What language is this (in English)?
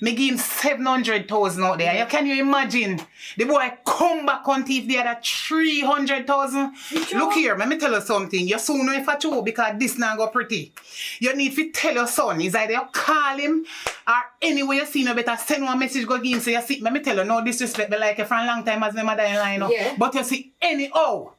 Jamaican Creole English